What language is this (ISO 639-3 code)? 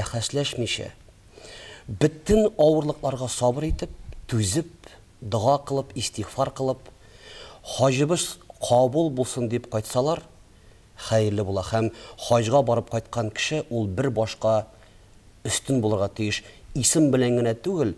tat